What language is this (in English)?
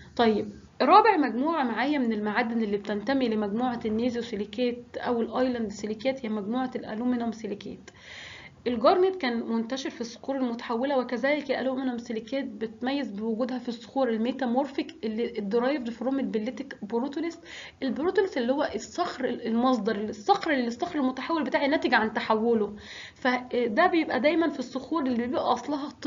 Egyptian Arabic